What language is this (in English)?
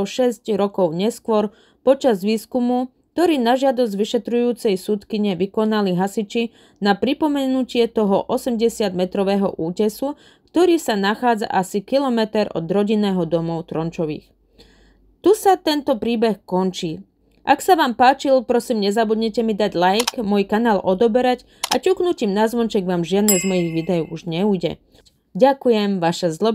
Slovak